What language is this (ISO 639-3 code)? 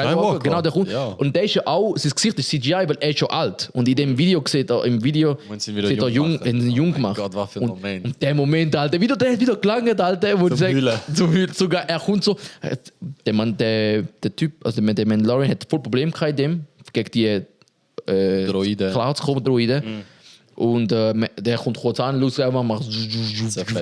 gsw